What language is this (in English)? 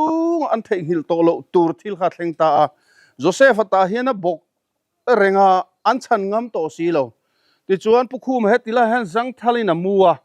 Mizo